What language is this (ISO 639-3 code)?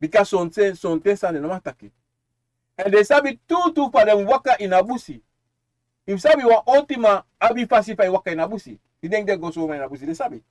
srn